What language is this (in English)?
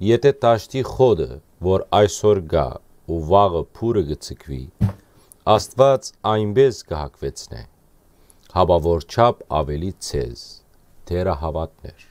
Western Armenian